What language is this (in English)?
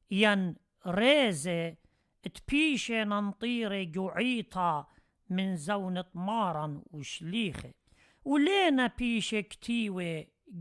Assyrian Neo-Aramaic